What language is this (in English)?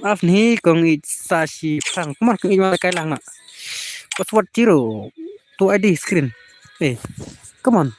Khasi